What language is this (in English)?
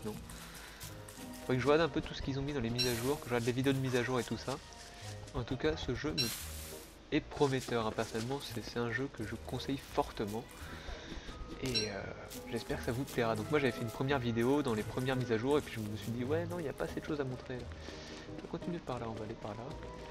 French